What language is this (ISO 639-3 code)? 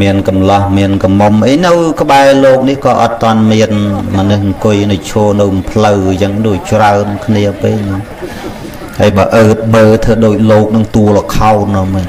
khm